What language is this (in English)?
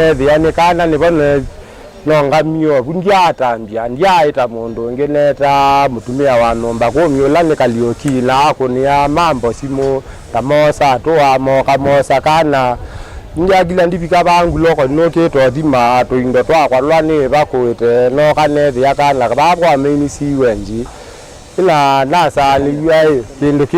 Kamba